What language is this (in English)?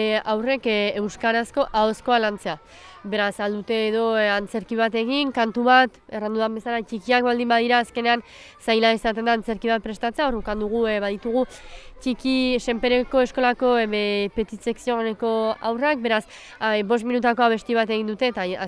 Basque